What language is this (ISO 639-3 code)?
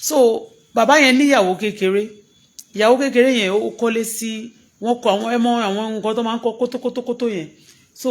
yor